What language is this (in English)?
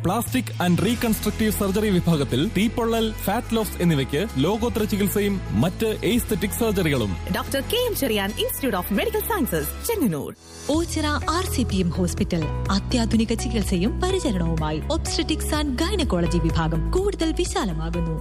Malayalam